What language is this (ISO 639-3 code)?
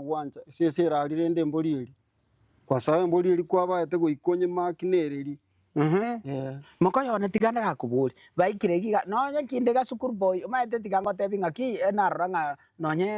guz